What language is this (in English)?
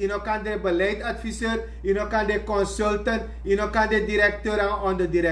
Sranan Tongo